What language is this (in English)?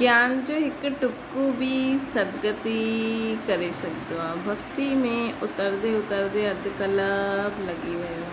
Sindhi